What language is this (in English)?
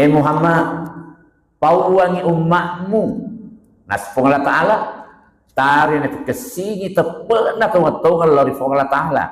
Buginese